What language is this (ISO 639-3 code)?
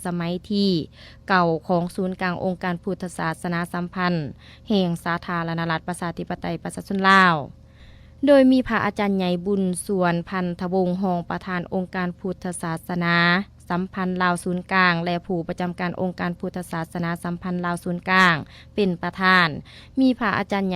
lao